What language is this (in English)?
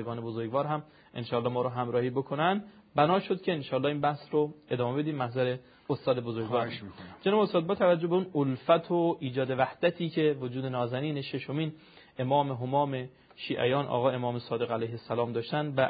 Persian